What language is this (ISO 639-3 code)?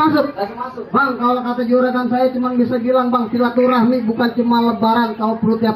bew